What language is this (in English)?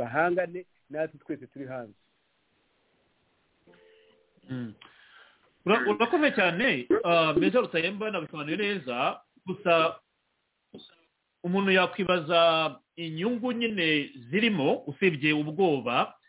Kinyarwanda